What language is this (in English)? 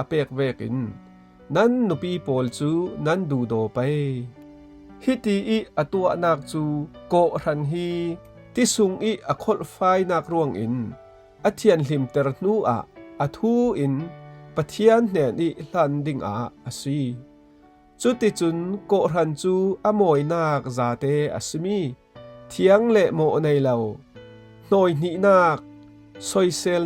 Falam Chin